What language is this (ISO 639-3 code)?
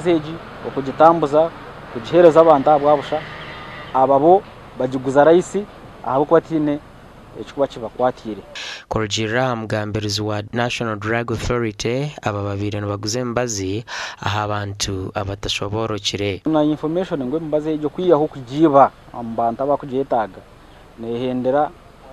nyn